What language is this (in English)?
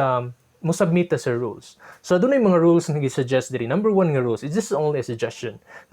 Cebuano